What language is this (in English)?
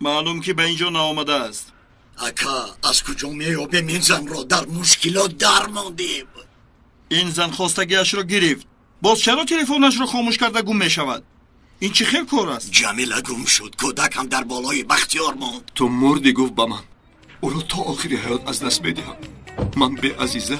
Tajik